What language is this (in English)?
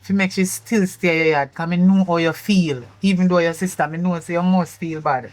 Jamaican Creole English